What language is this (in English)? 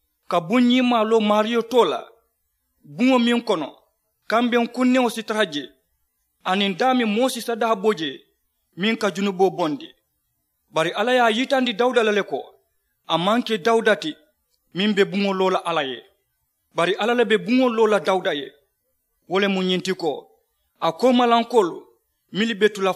Mandingo